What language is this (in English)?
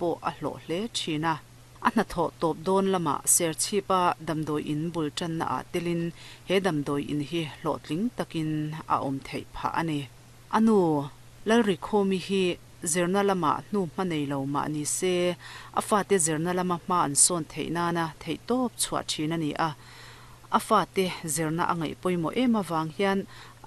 Mizo